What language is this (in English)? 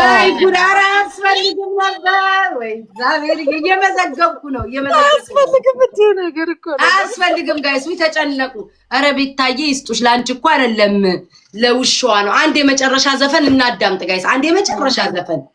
Amharic